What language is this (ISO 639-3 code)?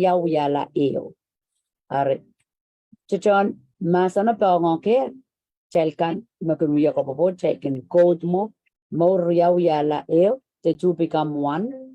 pon